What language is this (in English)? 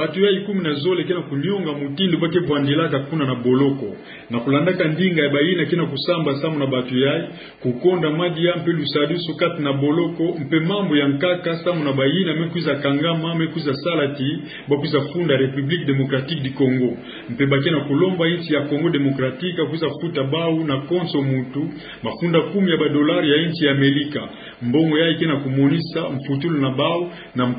Kituba (Democratic Republic of Congo)